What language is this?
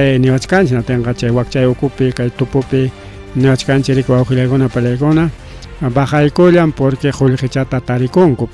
Ayacucho Quechua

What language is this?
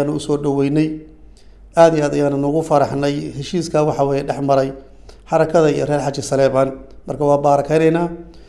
Somali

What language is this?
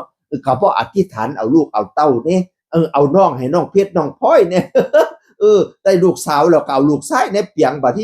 Northeastern Thai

